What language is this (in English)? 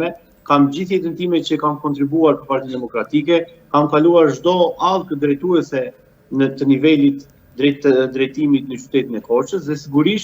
Albanian